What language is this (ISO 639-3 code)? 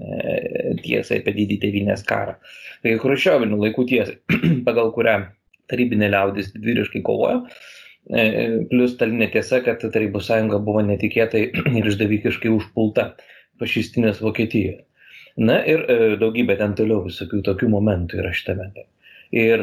lit